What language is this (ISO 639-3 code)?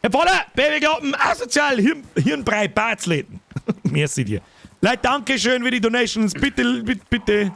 bar